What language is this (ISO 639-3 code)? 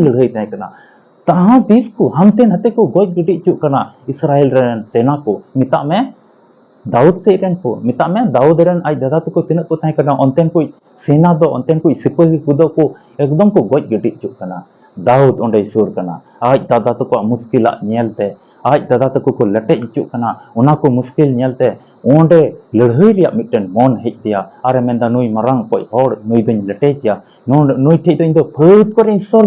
sat